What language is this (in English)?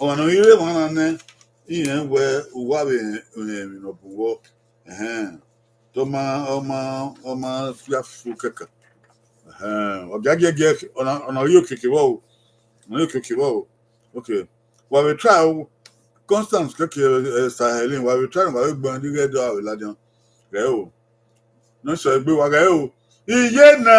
Bini